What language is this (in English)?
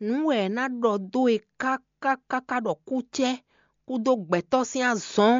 Fon